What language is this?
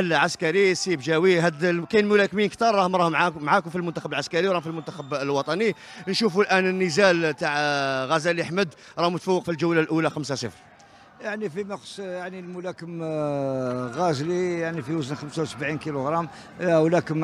Algerian Arabic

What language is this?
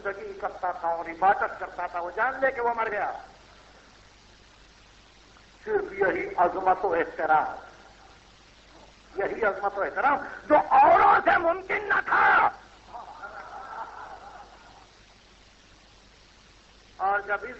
Urdu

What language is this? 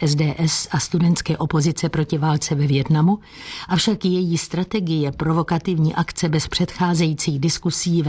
Czech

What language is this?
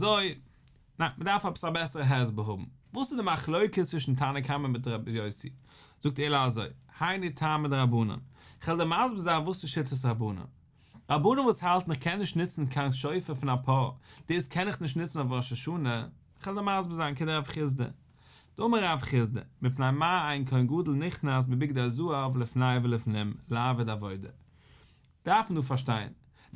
Yiddish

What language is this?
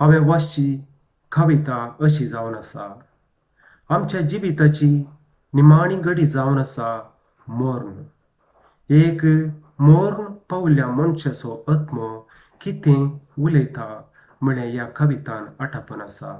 Konkani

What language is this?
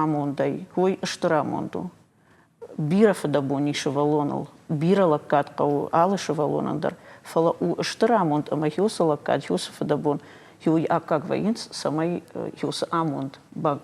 Ossetic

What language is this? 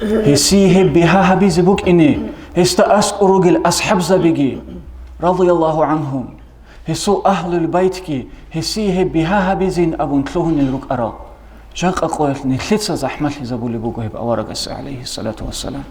Avaric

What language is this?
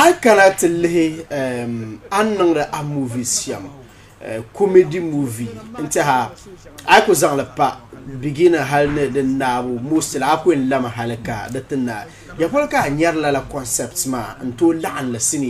Dagbani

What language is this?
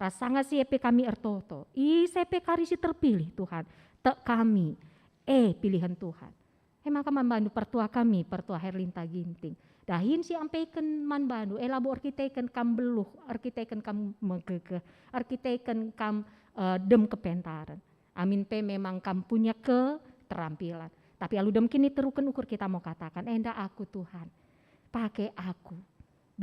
Batak Karo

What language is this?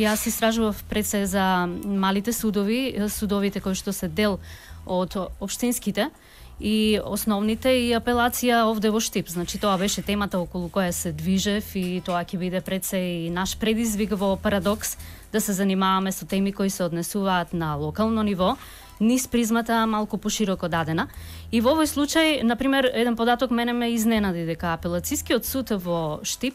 Macedonian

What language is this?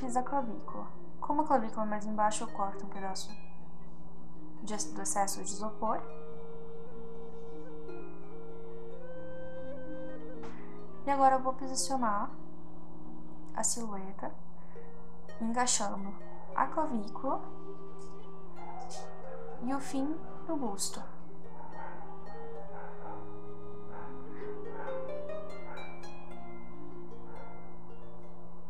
Portuguese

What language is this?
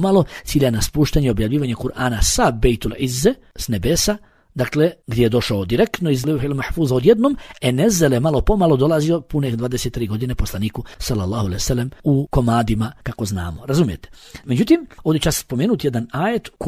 Bosnian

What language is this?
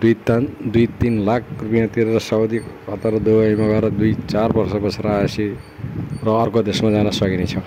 Nepali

